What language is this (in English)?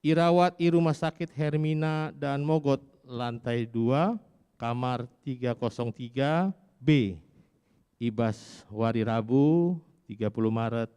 Batak Karo